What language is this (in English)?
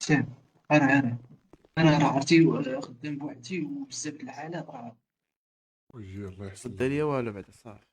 Moroccan Arabic